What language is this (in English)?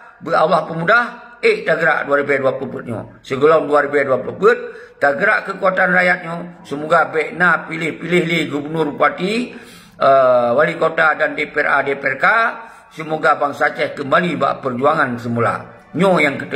Achinese